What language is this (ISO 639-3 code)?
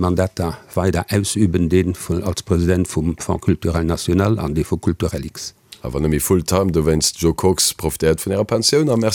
ltz